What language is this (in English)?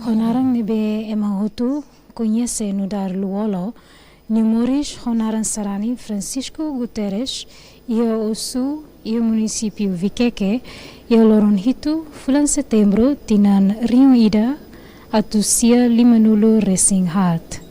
Tetum